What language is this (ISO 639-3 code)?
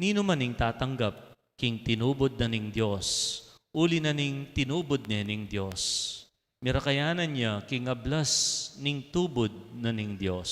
pam